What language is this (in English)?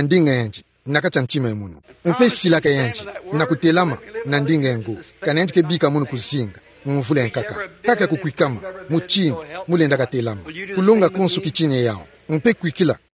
Kituba (Democratic Republic of Congo)